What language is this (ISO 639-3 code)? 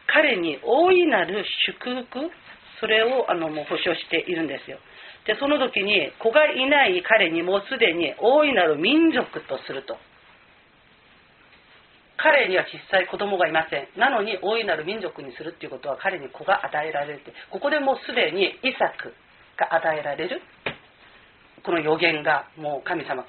jpn